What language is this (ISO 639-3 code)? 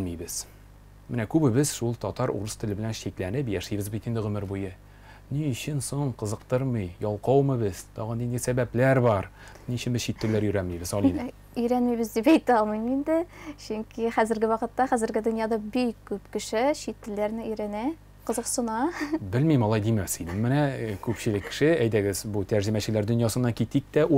tat